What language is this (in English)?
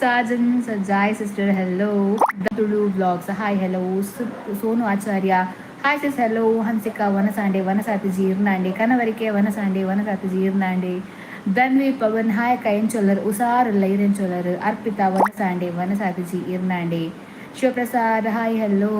Tulu